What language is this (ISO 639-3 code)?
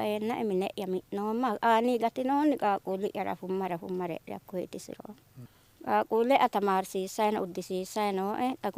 sid